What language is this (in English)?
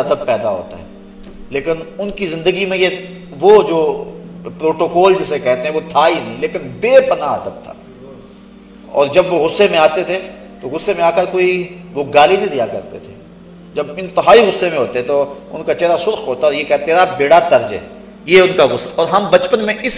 Urdu